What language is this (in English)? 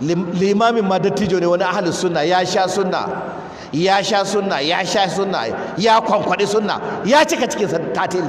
Hausa